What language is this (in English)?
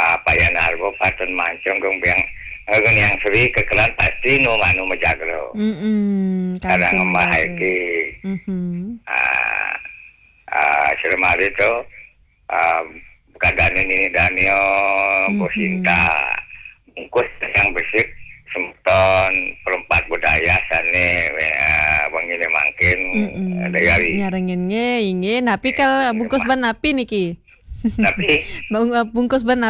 Balinese